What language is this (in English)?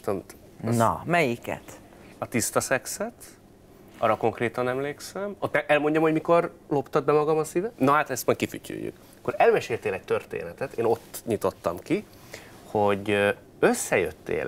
Hungarian